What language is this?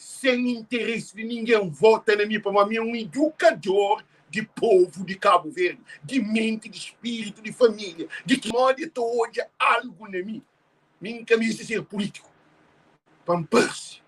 Kabuverdianu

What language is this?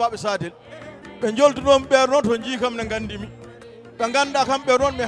Fula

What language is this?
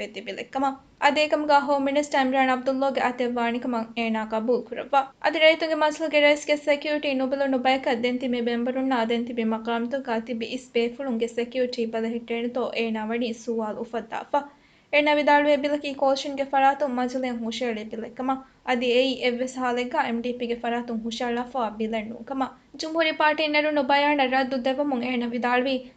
Divehi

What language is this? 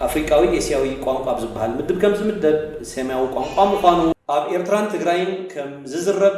Tigrinya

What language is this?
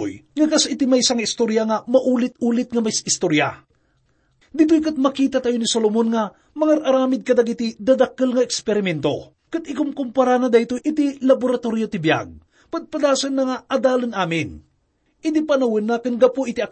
Iloko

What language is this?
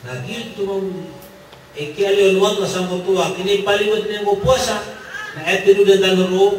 Maranao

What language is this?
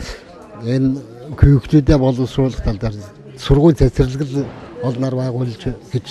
Mongolian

